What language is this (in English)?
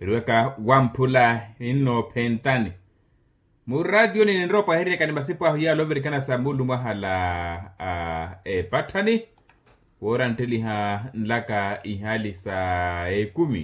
Makhuwa